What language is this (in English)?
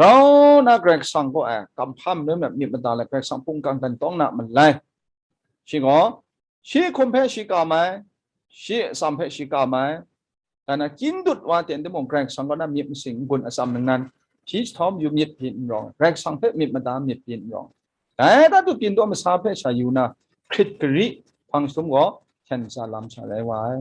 Kachin